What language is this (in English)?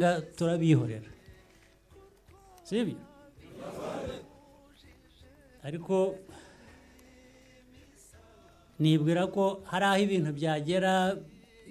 Kinyarwanda